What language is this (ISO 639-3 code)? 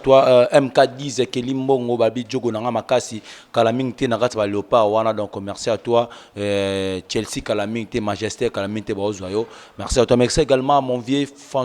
lin